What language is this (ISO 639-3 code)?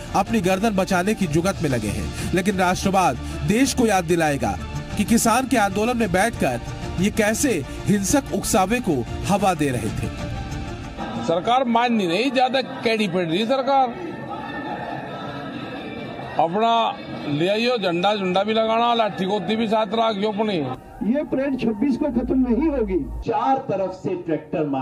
hin